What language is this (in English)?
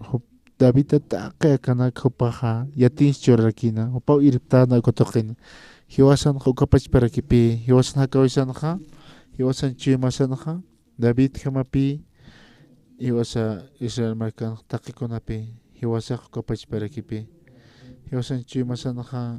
Aymara